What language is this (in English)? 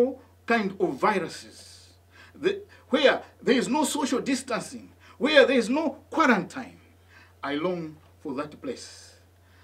English